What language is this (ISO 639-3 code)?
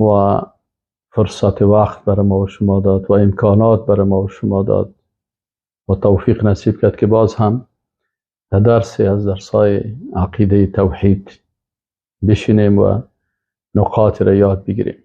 fas